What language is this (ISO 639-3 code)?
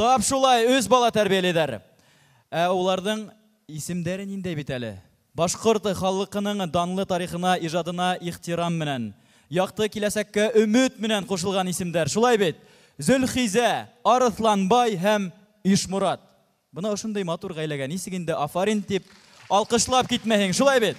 bak